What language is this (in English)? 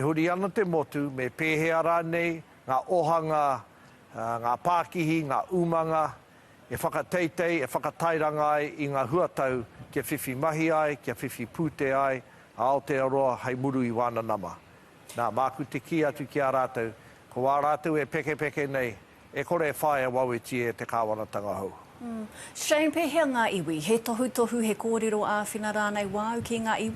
Māori